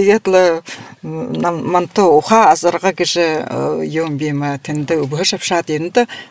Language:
Buriat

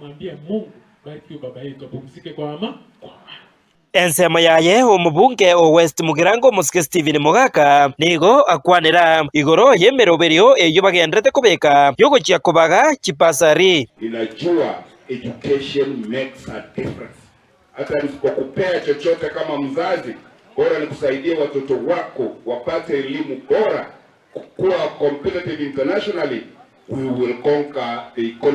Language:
Gusii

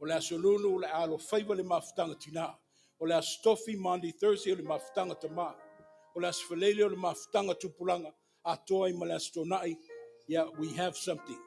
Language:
Samoan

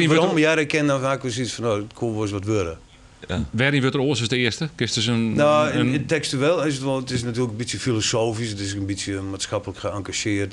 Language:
Western Frisian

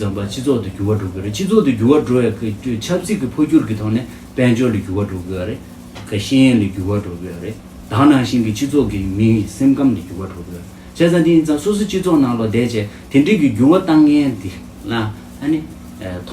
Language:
Tibetan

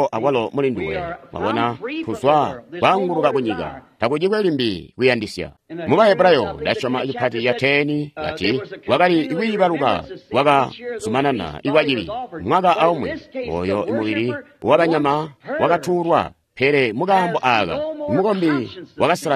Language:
Tonga (Zambia)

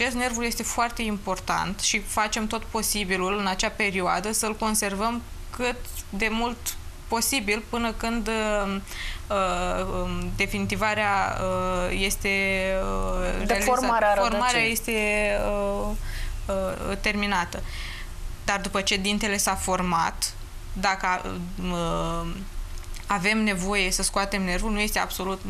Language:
Romanian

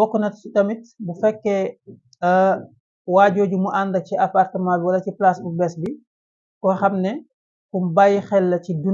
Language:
Wolof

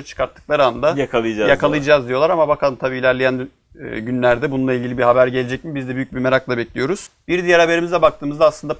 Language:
Turkish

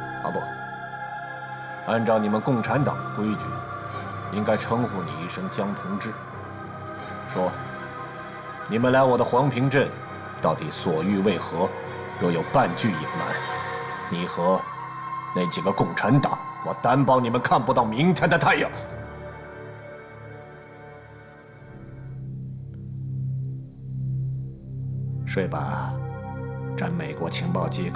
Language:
Chinese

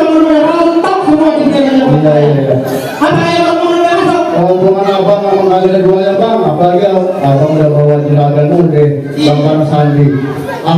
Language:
Betawi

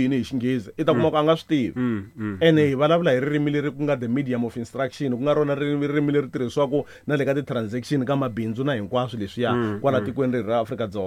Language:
Tsonga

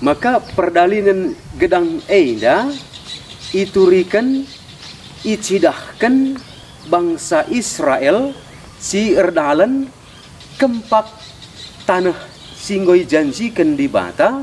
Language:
Batak Karo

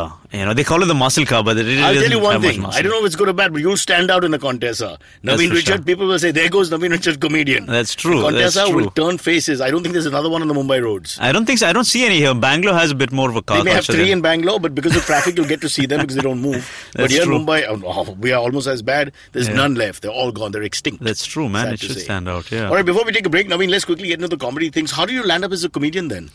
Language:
English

